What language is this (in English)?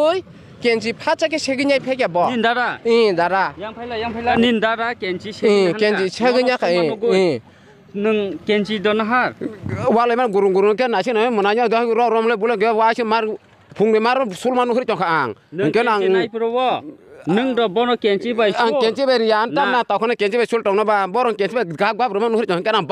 Kok Borok